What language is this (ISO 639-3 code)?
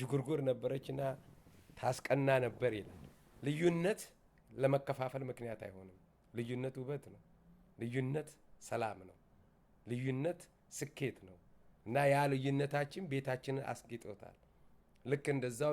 amh